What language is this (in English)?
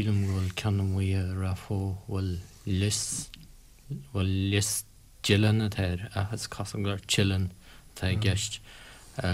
Irish